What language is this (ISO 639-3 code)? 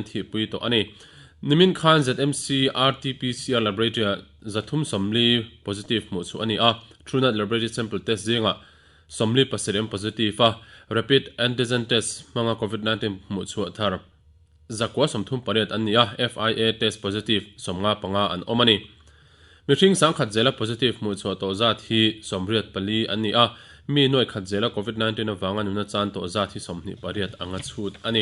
lus